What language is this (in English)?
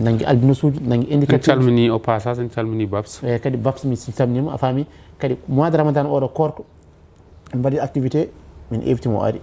Fula